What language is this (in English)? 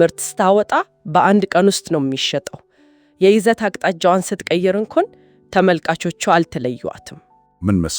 Amharic